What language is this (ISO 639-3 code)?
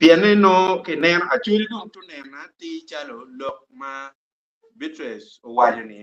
ach